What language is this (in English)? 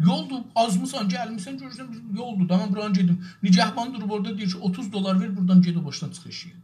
South Azerbaijani